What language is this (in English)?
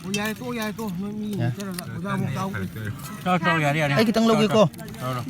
Manipuri